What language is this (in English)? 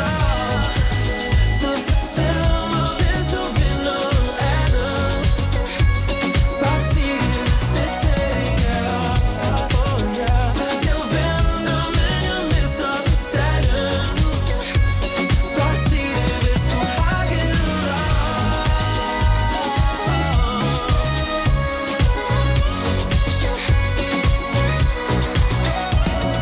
Danish